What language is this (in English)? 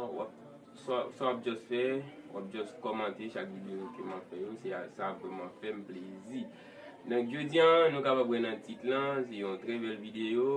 Haitian Creole